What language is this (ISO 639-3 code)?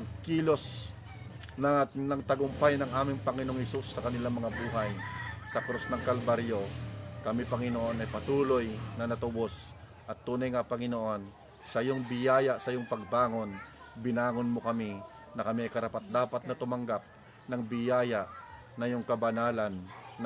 fil